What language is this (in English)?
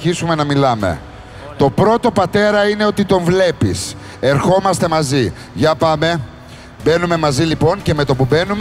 Greek